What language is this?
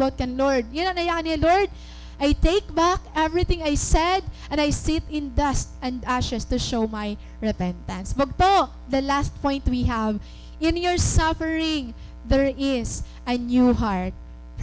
Waray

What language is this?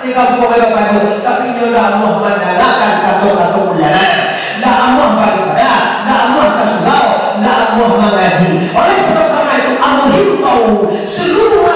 Minangkabau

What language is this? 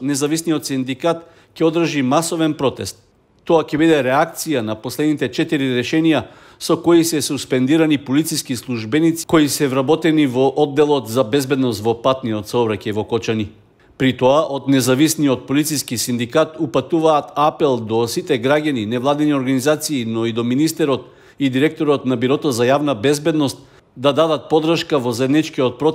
Macedonian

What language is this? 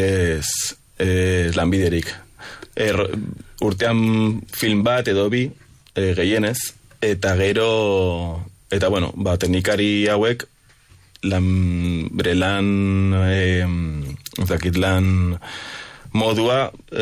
Basque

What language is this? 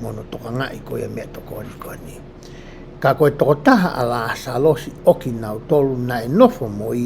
Tongan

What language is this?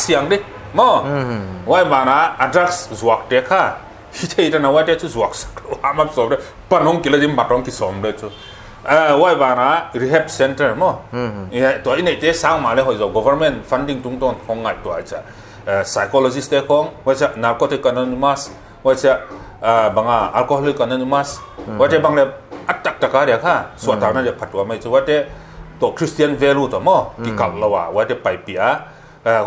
Paite Chin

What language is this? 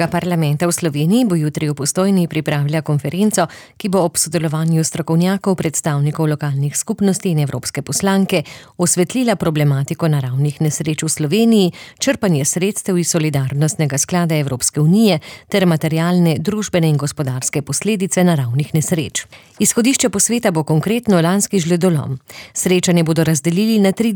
Slovenian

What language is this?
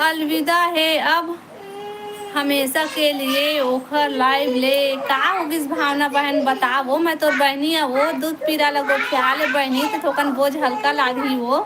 Chhattisgarhi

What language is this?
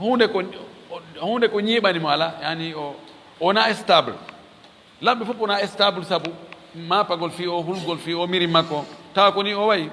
Fula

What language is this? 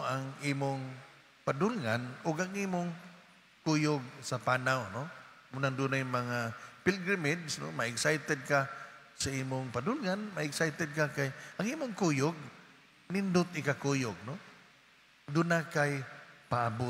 Cebuano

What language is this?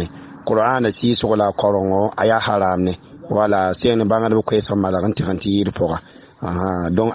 Mossi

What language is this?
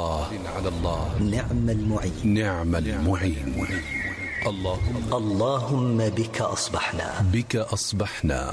Arabic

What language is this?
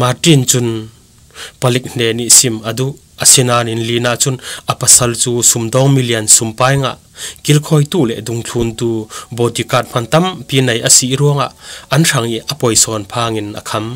Falam Chin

